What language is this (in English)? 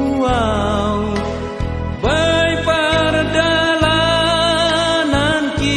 Batak Simalungun